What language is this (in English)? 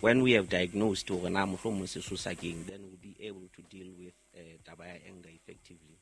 Southern Sotho